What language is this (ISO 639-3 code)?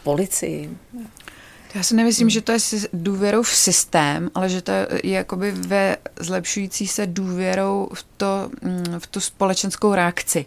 ces